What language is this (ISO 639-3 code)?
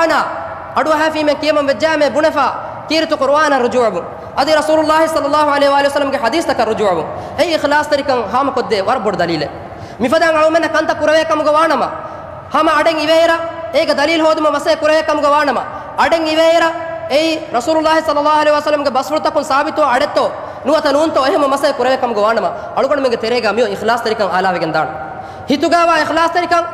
div